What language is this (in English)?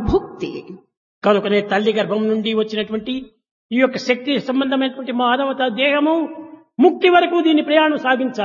Telugu